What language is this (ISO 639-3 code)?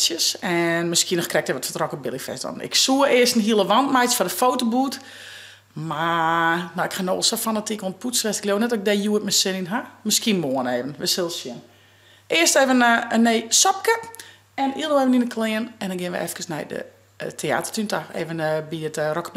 fry